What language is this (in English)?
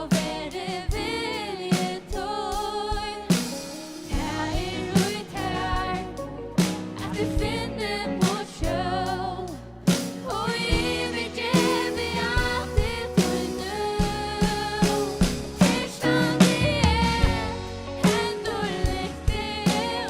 Faroese